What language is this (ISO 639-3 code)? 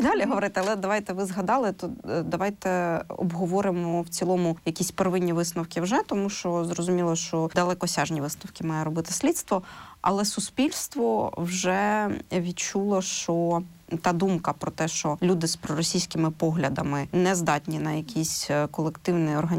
ukr